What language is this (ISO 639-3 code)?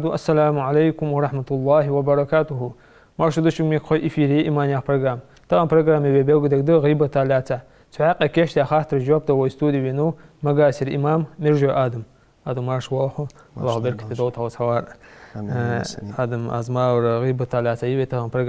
inh